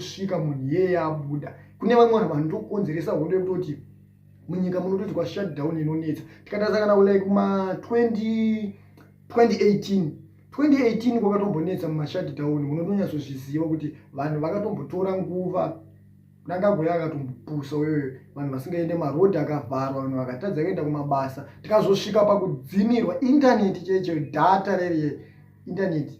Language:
Shona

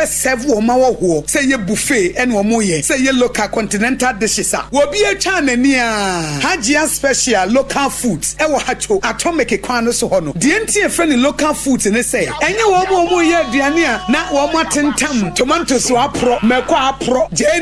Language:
Akan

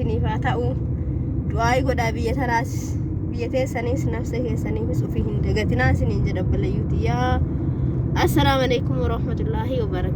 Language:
Oromo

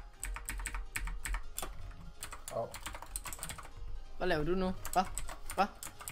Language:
Danish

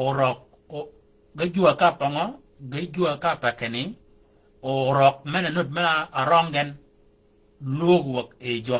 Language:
Shilluk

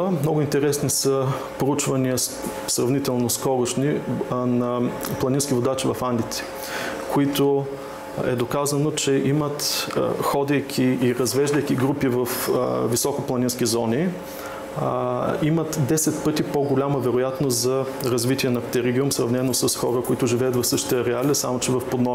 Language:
Bulgarian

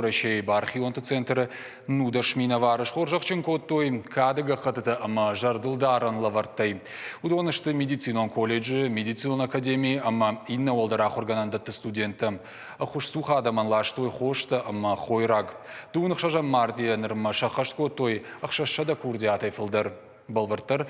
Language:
Ossetic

